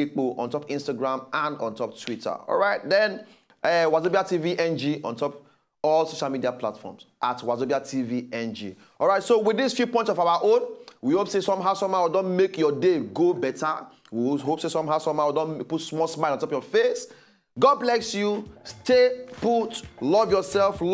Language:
Nigerian Pidgin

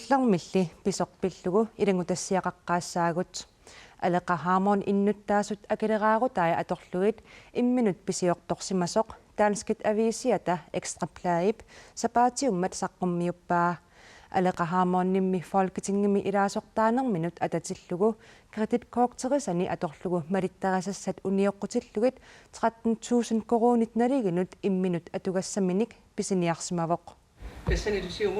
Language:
Kalaallisut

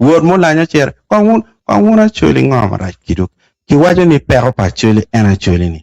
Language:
Acoli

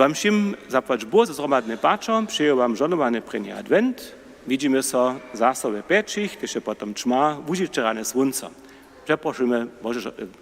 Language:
Upper Sorbian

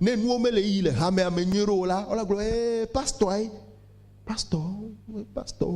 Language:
Ewe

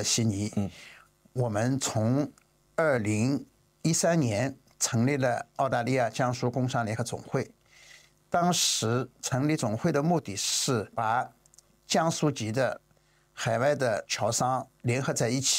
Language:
Chinese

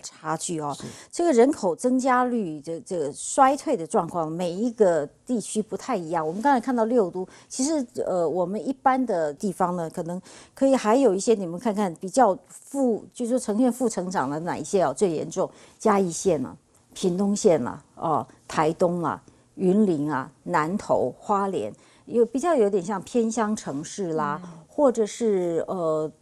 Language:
Chinese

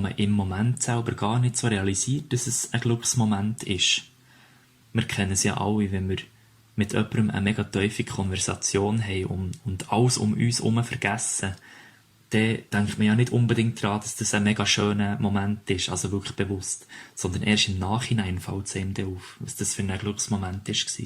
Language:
Swiss German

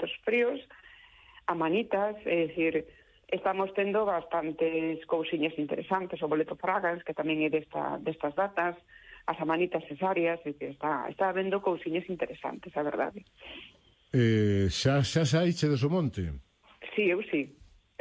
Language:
Galician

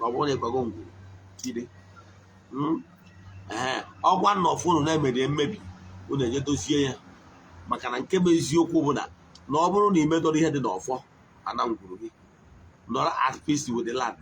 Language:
Igbo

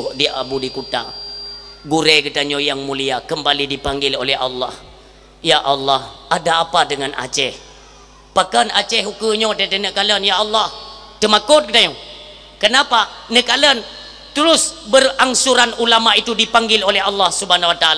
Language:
Achinese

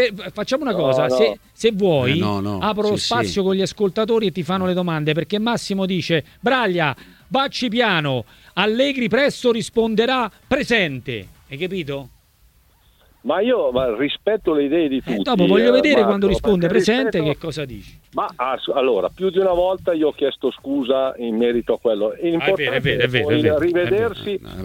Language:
Italian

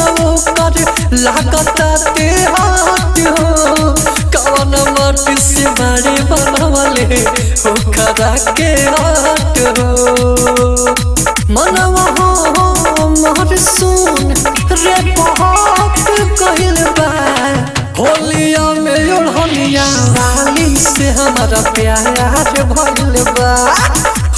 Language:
Bhojpuri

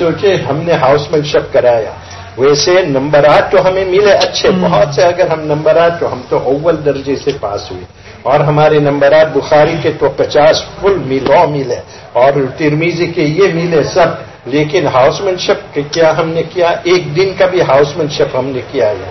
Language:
Urdu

